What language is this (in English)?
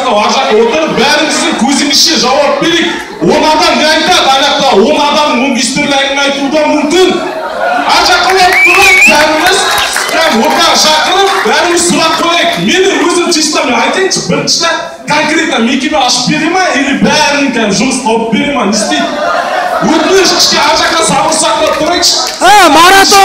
Kazakh